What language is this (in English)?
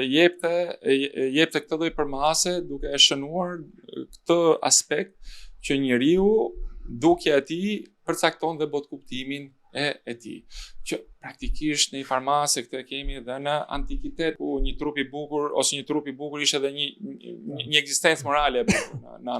Albanian